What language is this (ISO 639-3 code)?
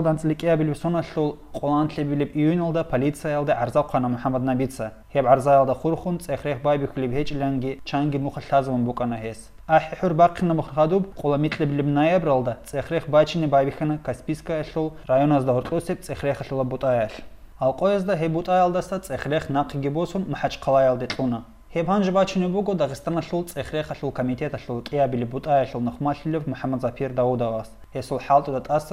ava